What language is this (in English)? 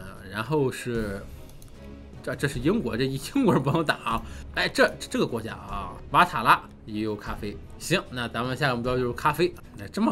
Chinese